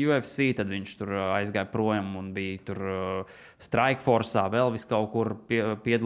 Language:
Latvian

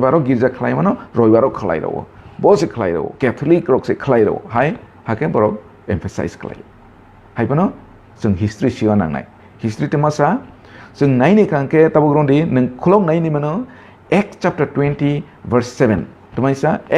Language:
Kok Borok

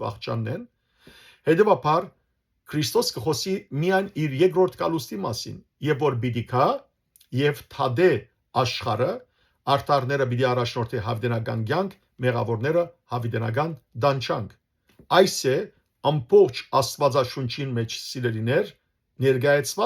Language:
Western Armenian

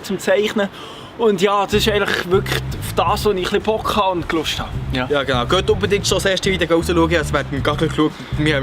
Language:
Swiss German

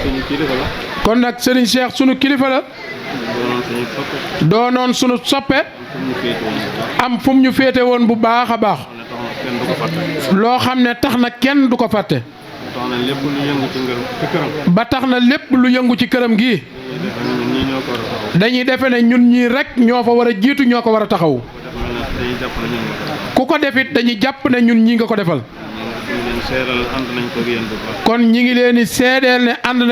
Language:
Wolof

